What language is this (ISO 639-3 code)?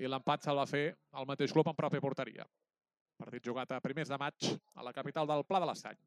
cat